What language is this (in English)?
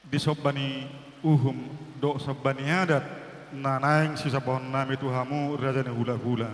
Batak Toba